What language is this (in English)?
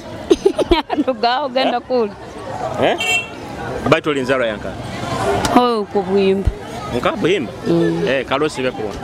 Nyoro